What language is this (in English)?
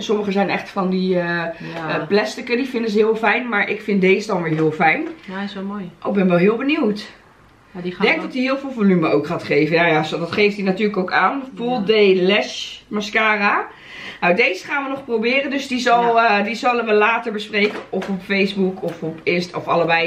Dutch